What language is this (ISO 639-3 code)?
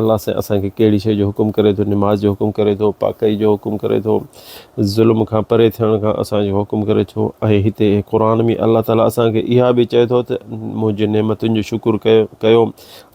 snd